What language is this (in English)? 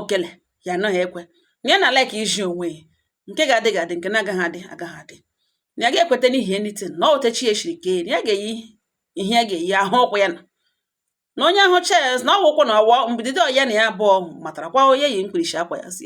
Igbo